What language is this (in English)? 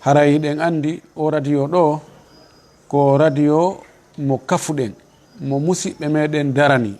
Fula